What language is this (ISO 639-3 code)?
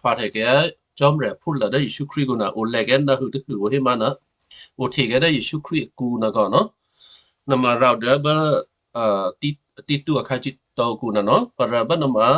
kyu